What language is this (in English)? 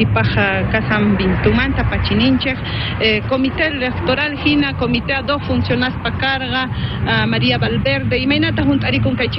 South Bolivian Quechua